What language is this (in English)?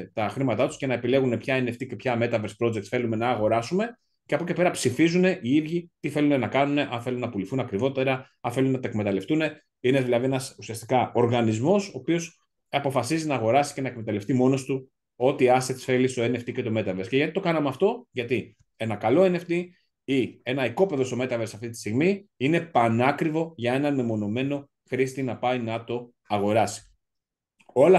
Greek